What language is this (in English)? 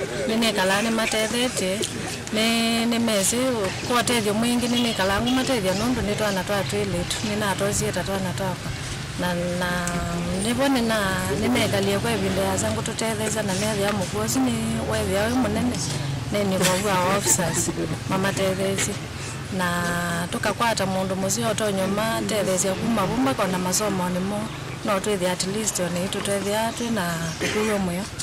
Kamba